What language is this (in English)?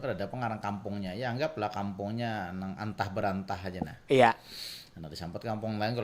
Banjar